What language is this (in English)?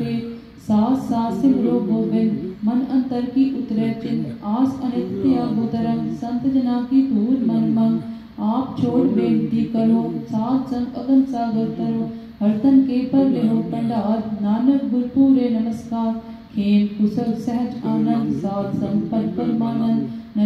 Punjabi